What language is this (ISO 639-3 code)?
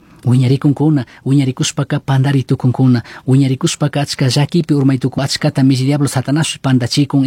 qug